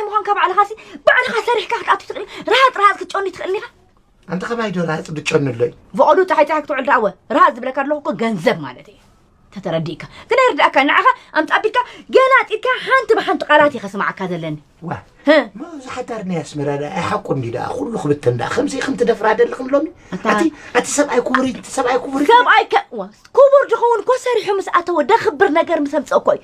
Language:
Tigrinya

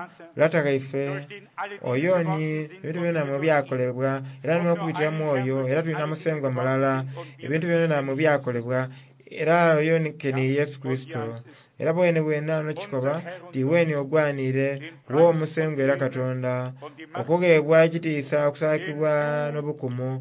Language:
Soga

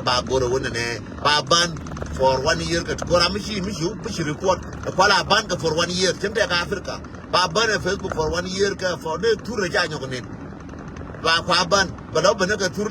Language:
Nuer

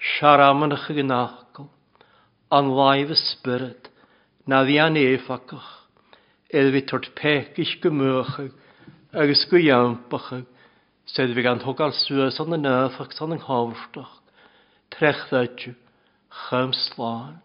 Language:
Welsh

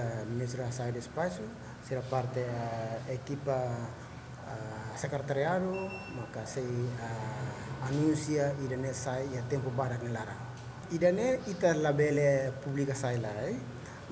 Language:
Tetum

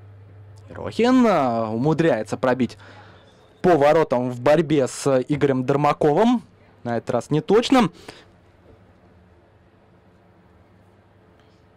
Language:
Russian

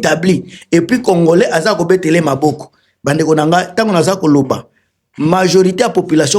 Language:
Lingala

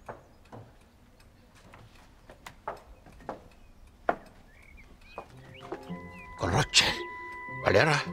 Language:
Ukrainian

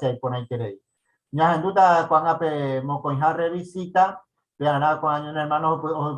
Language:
Guarani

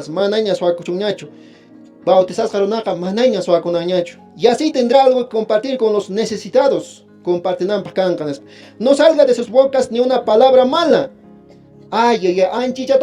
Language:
Quechua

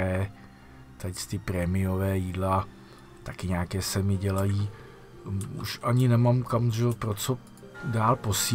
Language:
Czech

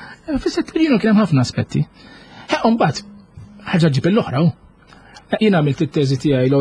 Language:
Maltese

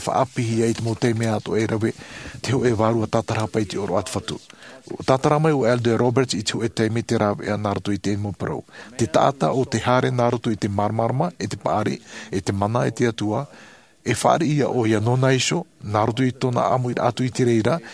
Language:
Tahitian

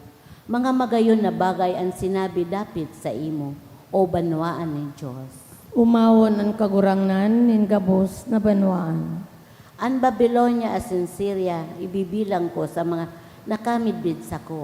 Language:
Bikol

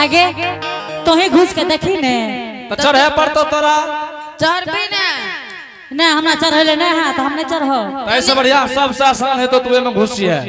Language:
Angika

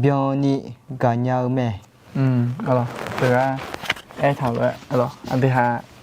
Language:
Akha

